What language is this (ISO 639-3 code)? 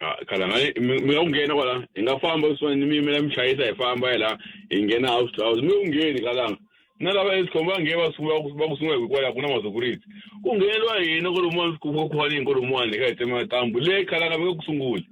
tso